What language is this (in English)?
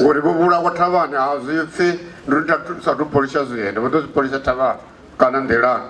Venda